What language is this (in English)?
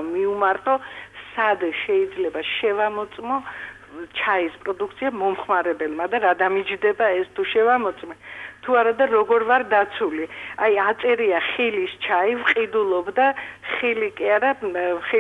Georgian